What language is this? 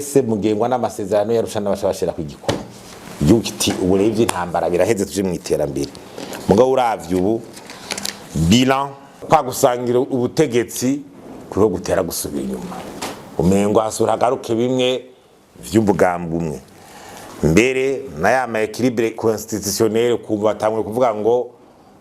Rundi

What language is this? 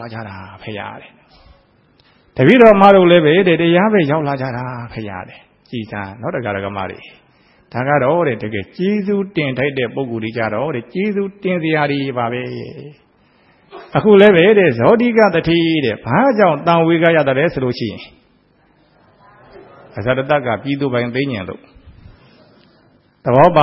Burmese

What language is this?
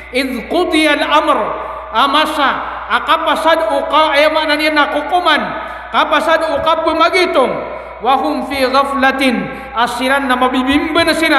Maranao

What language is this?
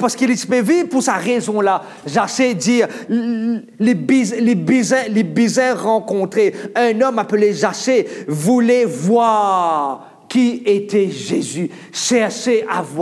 Morisyen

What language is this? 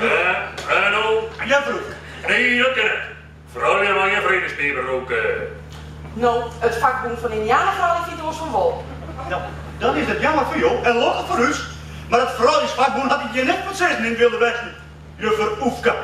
Western Frisian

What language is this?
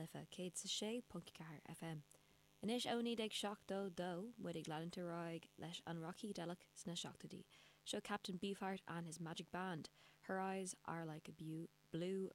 Irish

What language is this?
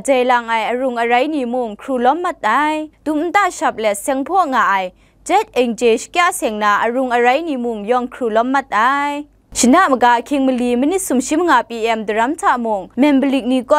Kachin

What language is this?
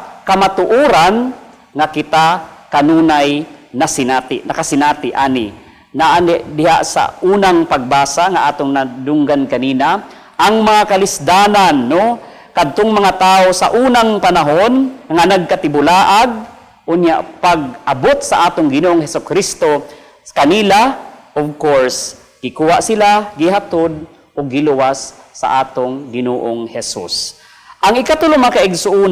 Cebuano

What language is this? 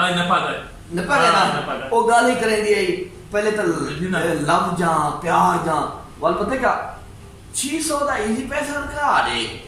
Saraiki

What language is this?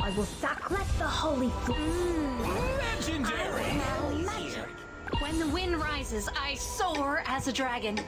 Banjar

